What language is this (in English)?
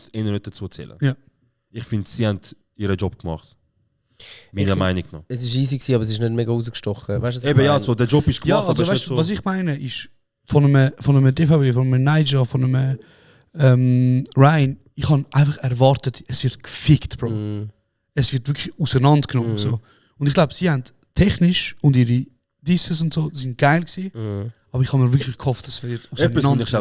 Swiss German